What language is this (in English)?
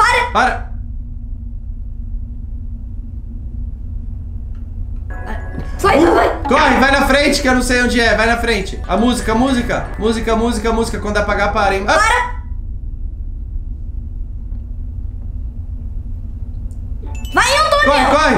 Portuguese